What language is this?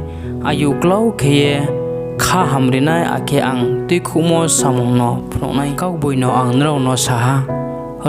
Riang (India)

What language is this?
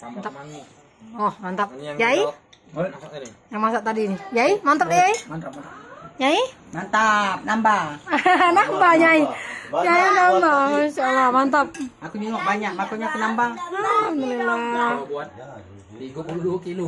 Musi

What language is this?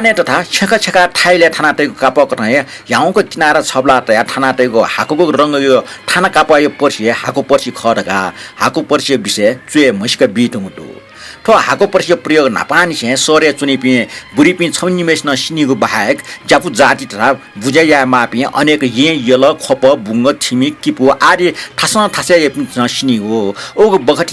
Newari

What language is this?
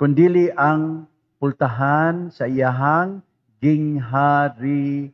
Cebuano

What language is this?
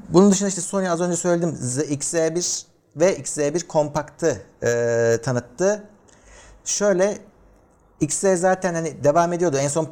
Turkish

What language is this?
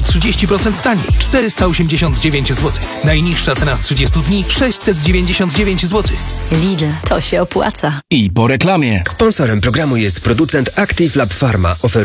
Polish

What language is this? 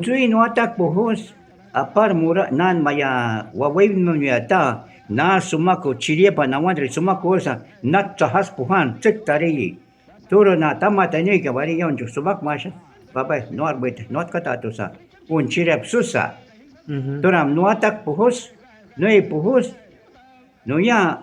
Shuar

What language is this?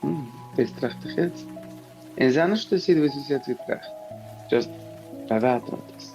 Yiddish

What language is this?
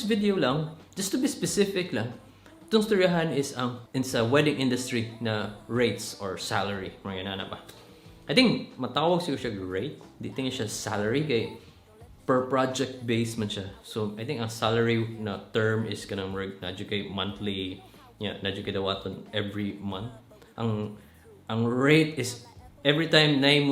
Cebuano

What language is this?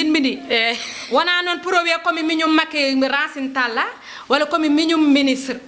Fula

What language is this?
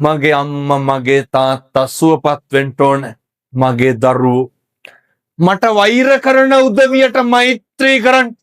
Sinhala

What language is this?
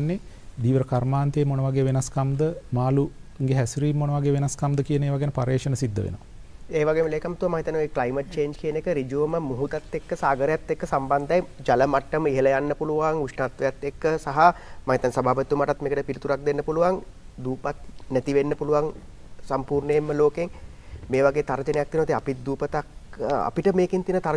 Sinhala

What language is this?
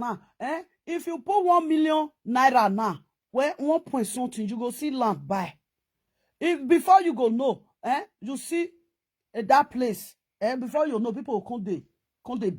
Nigerian Pidgin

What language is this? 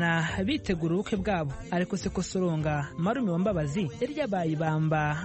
Kinyarwanda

